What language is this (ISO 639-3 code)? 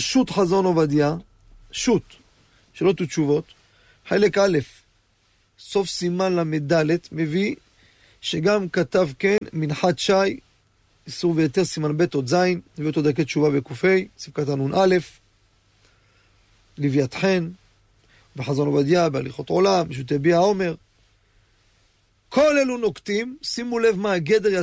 heb